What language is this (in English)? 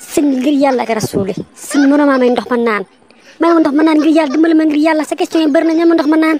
Wolof